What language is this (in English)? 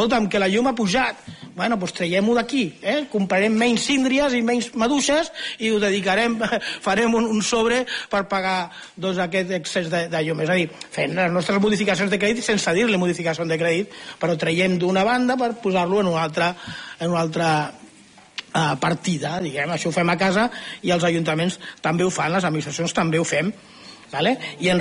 Catalan